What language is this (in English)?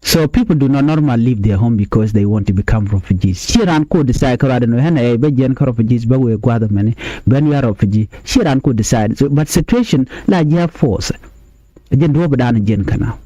Nuer